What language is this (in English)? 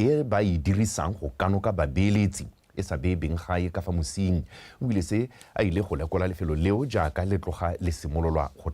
Tswana